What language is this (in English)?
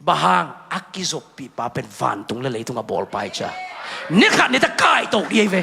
Tedim Chin